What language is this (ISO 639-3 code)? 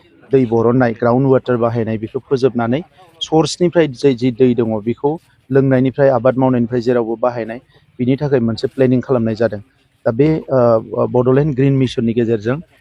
brx